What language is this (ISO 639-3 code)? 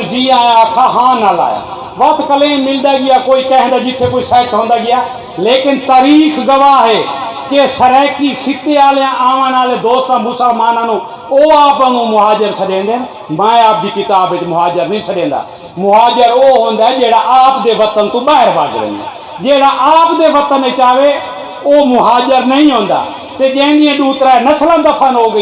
skr